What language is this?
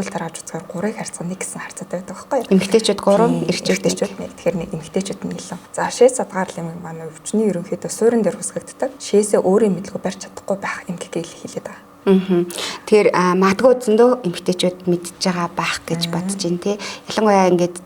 Mongolian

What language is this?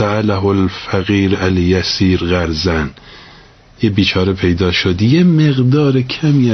Persian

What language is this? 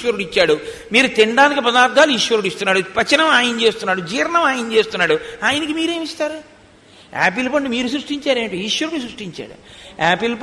Telugu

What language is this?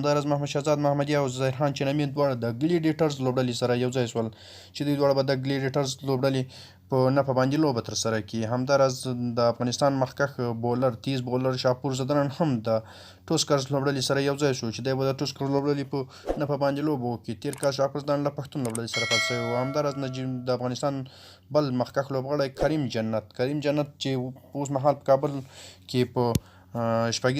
Pashto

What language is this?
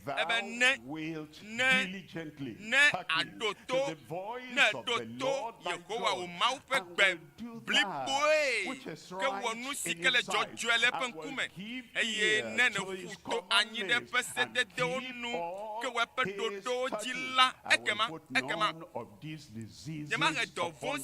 Ewe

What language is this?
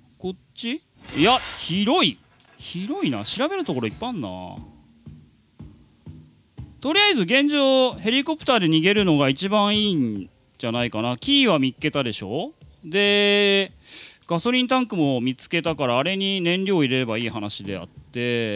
Japanese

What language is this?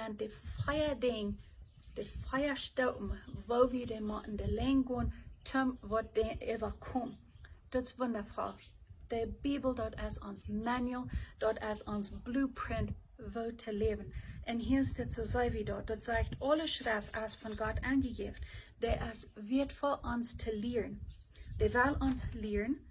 Plautdietsch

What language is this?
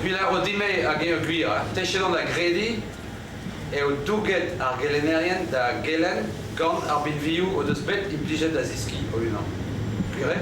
Breton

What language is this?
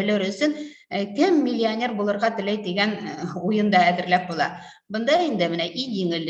Bashkir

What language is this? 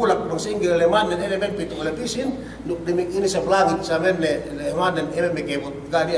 Yakan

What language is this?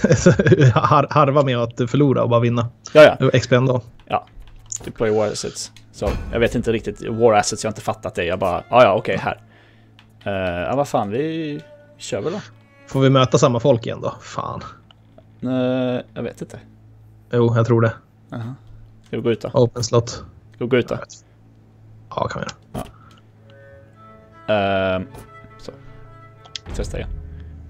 Swedish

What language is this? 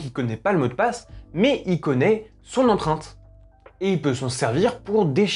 French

